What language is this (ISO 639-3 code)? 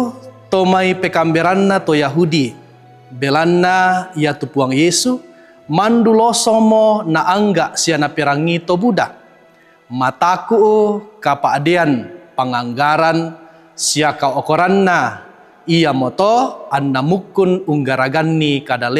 sda